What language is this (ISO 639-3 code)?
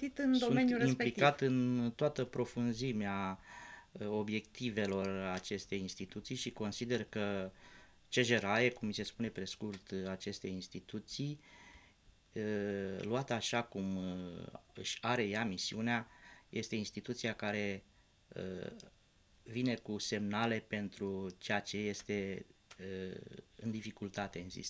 ron